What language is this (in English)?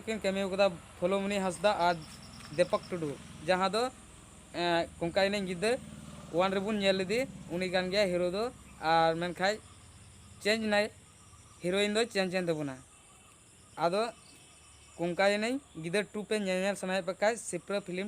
Santali